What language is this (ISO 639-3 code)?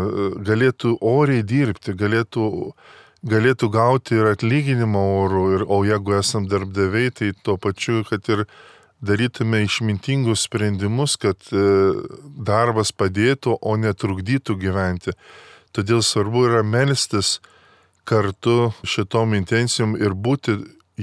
lit